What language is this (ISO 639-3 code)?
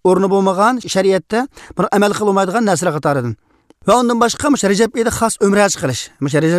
uig